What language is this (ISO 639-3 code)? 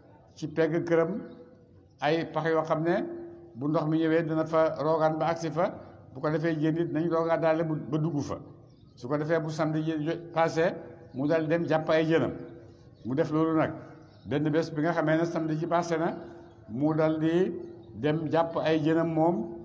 wol